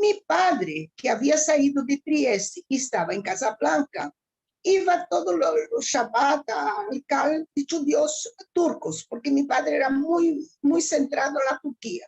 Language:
Ladino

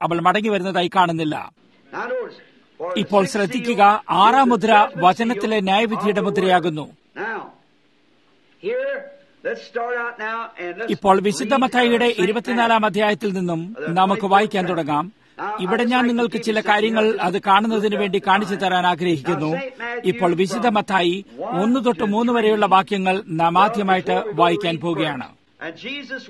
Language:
Malayalam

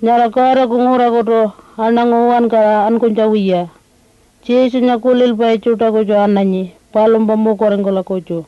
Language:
Pitjantjatjara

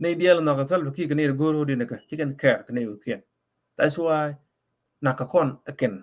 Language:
Nuer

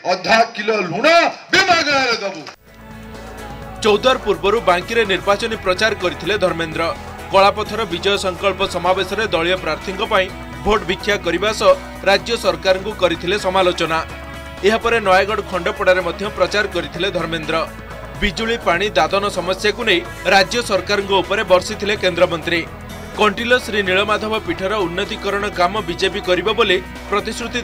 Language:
Odia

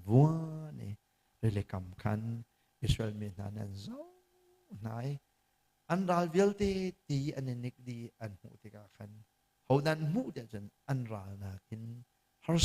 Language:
Hakha Chin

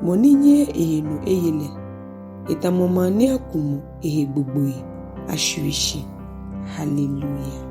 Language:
Ga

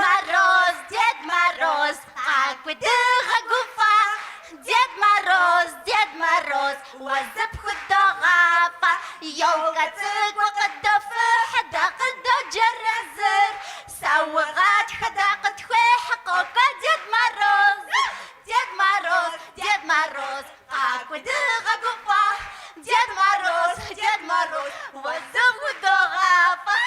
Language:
Kabardian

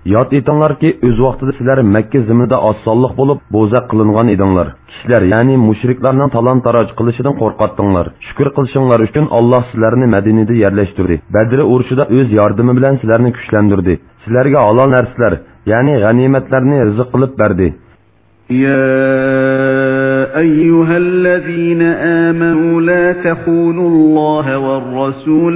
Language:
Uyghur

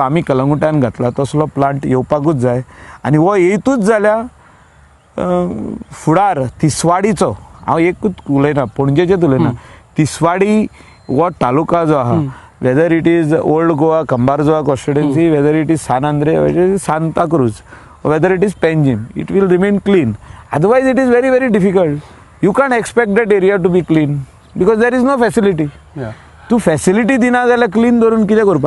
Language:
Konkani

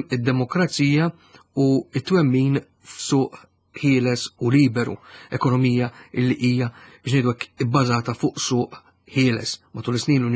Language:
Maltese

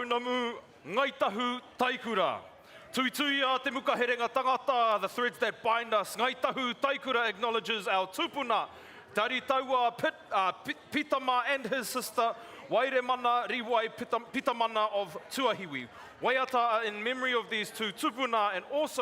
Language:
Māori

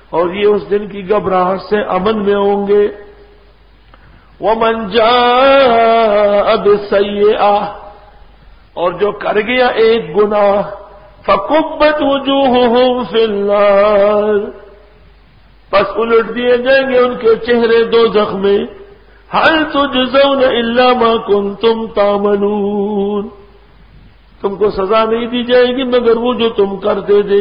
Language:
Urdu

